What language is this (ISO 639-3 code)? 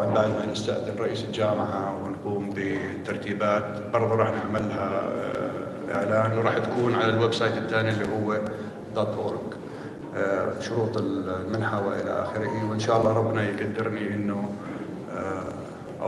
apc